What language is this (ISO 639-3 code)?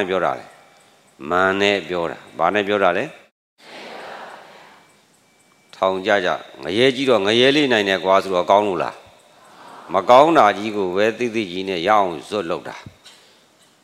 mya